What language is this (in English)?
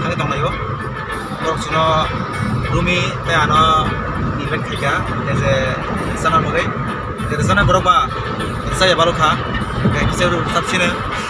Kok Borok